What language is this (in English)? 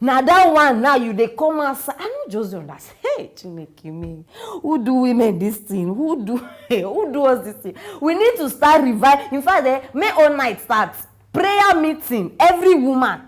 Nigerian Pidgin